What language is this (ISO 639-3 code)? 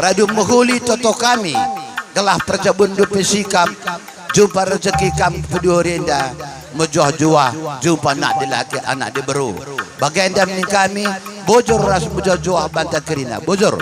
btx